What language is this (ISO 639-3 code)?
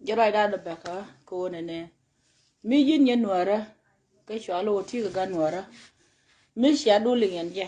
nus